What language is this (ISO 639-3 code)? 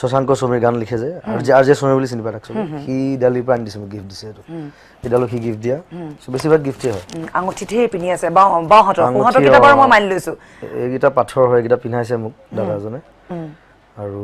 asm